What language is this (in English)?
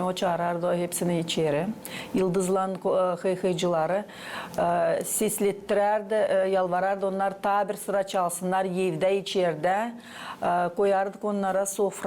Gagauz